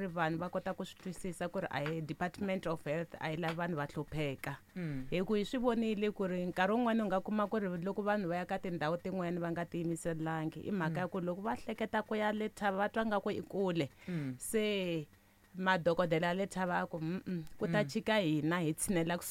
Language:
Tsonga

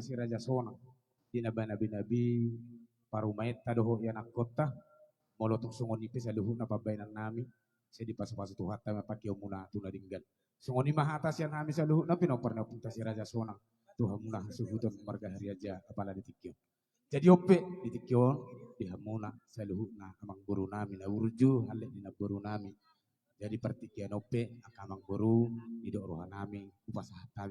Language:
Batak Toba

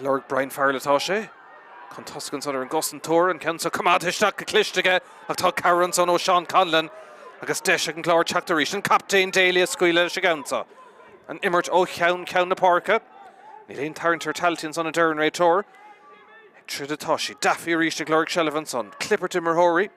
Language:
Irish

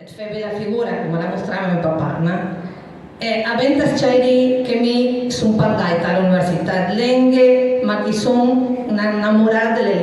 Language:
Piedmontese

